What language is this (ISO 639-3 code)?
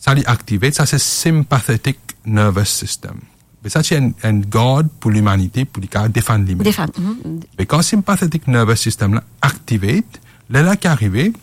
mfe